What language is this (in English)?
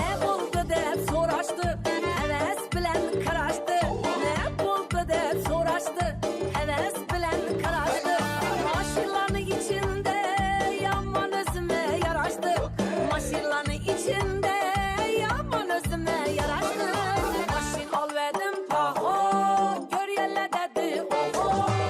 Kara-Kalpak